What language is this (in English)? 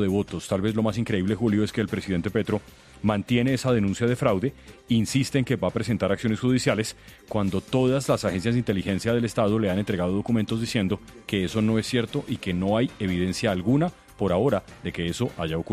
Spanish